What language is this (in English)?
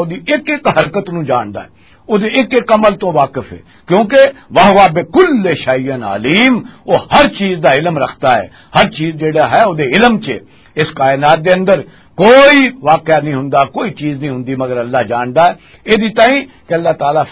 Western Panjabi